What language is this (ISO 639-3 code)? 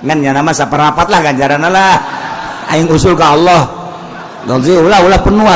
sun